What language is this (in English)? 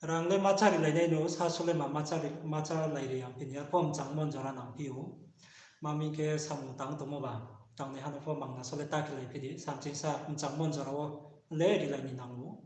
Riang (India)